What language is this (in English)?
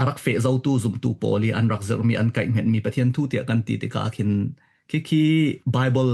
Falam Chin